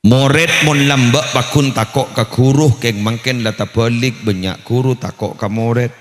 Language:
Madurese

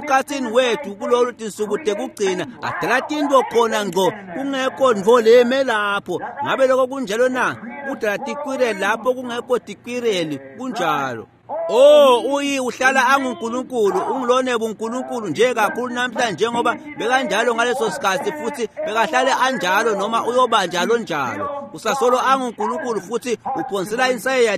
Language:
Swati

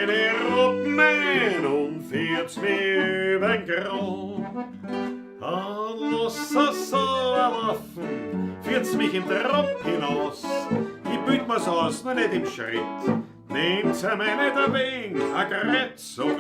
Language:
Bavarian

